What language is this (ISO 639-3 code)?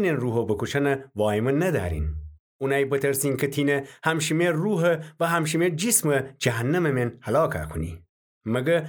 glk